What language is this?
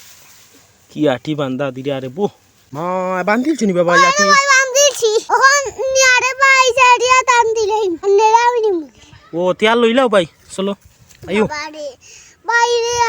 Sylheti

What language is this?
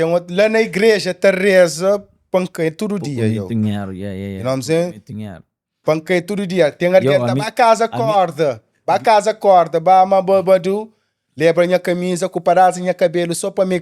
Kabuverdianu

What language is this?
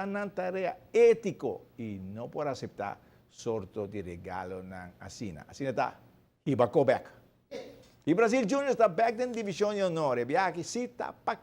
Papiamento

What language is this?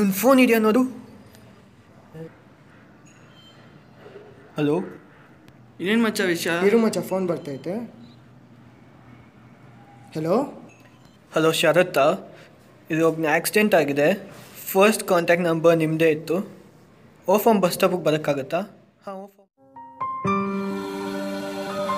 Kannada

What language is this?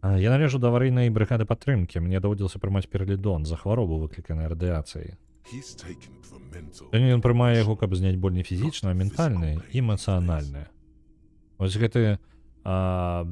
Belarusian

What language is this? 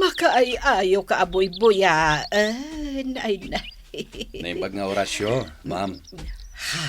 Iloko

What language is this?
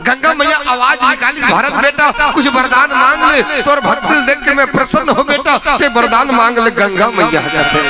Chhattisgarhi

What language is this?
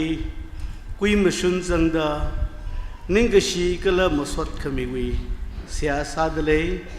Tangkhul Naga (India)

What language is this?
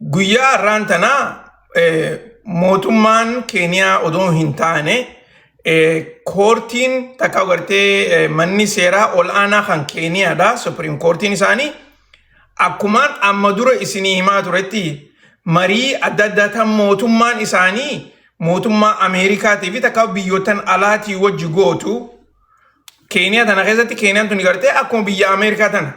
Oromo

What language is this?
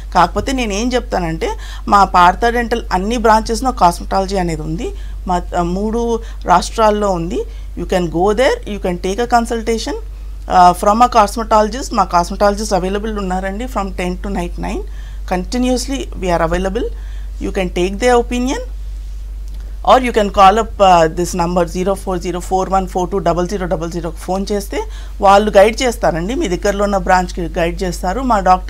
Telugu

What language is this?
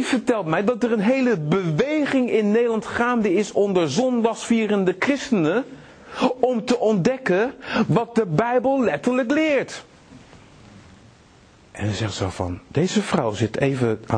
Dutch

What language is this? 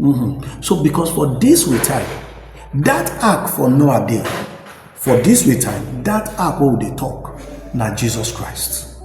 Nigerian Pidgin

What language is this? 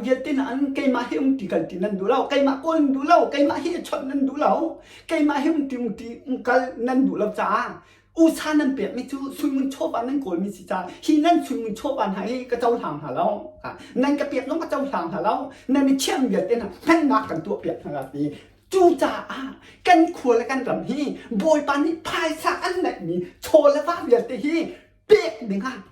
Hakha Chin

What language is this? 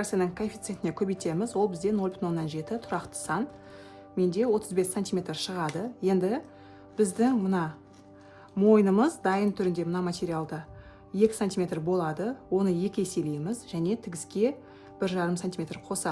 Kazakh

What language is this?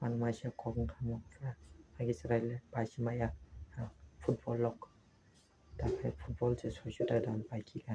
Kok Borok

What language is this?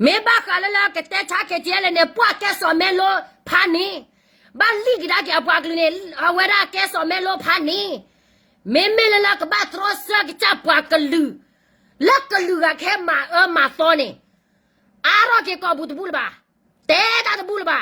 S'gaw Karen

